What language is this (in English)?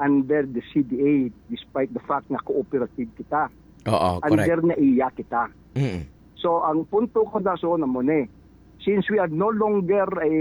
Hiligaynon